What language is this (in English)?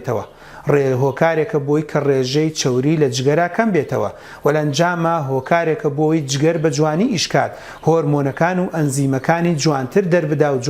Central Kurdish